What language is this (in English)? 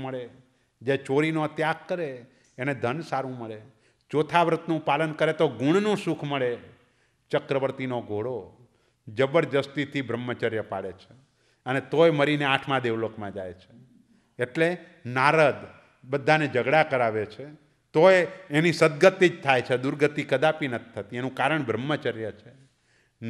Gujarati